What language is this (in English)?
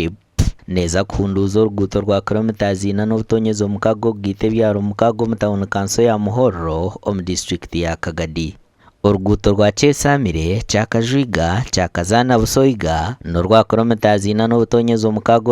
Nyankole